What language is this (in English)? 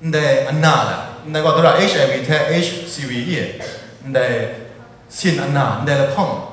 Kachin